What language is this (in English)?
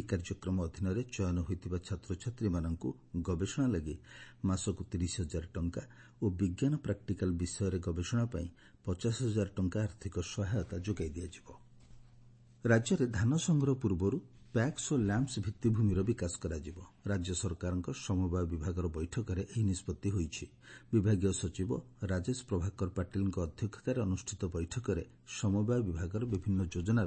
Odia